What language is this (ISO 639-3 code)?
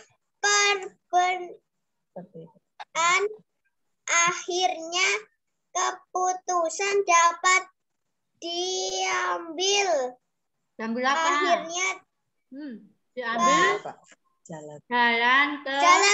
ind